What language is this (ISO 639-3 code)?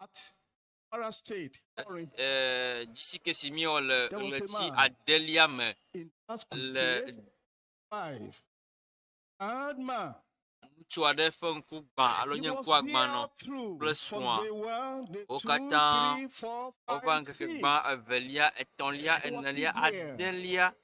ewe